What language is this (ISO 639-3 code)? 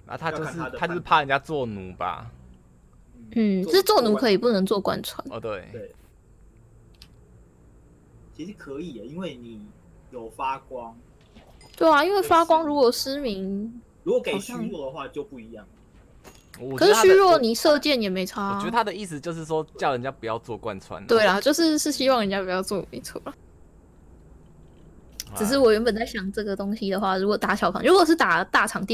zho